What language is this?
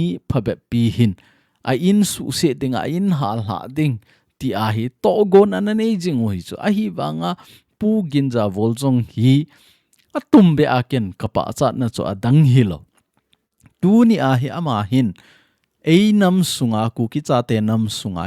Thado Chin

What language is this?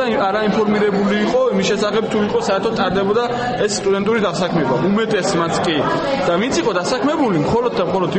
Georgian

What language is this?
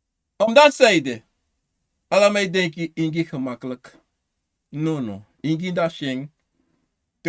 Sranan Tongo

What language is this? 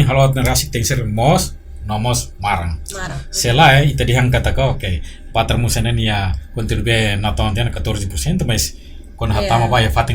Tetum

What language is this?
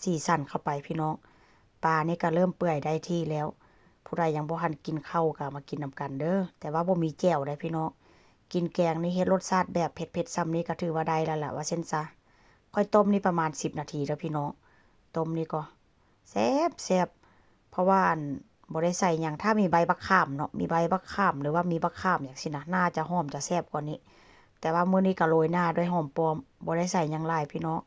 Northeastern Thai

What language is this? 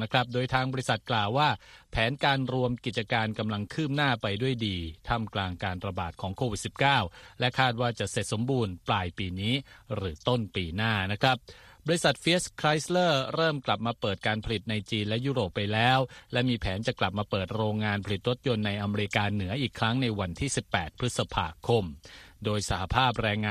Thai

